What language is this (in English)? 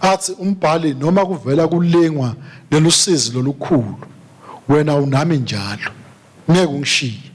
Swati